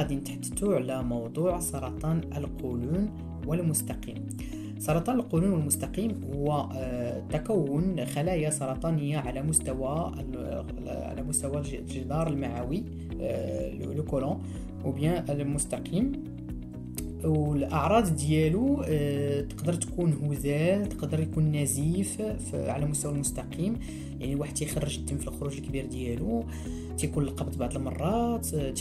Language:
Moroccan Arabic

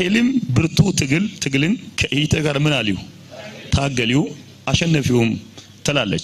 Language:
Amharic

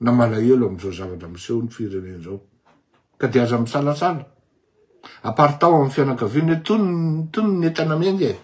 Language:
Malagasy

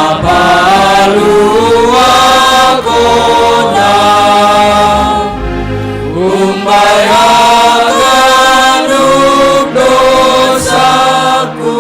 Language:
Batak Simalungun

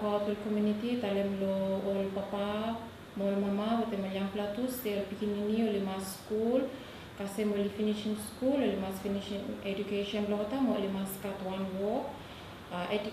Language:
Bislama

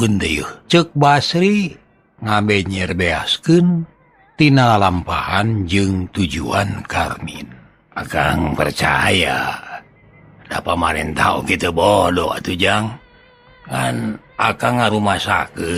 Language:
Sundanese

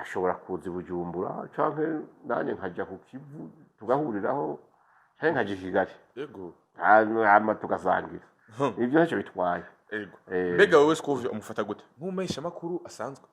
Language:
Rundi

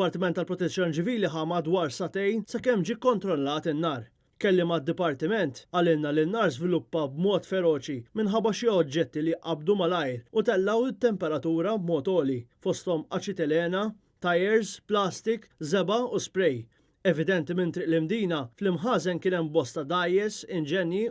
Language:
Maltese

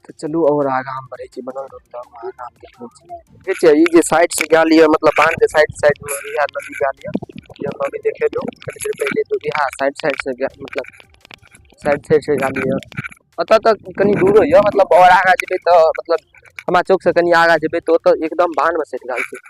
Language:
Maithili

